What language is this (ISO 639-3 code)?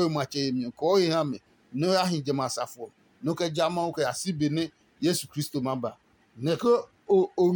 ada